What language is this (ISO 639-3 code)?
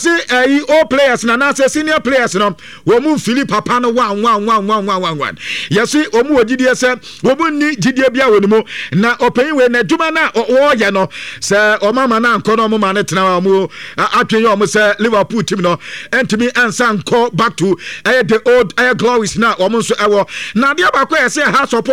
aka